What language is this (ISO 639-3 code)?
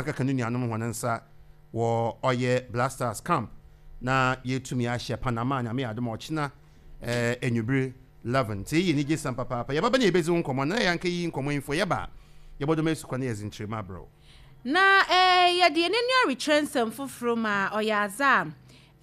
aka